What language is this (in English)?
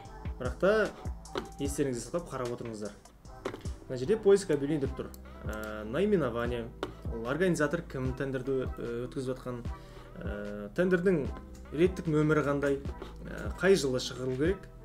Kazakh